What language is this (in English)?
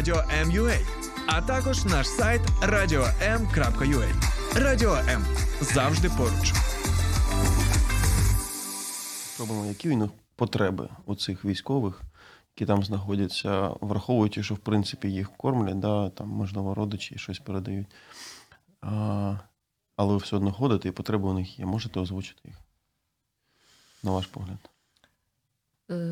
Ukrainian